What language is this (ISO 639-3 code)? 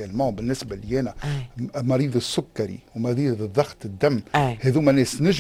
aeb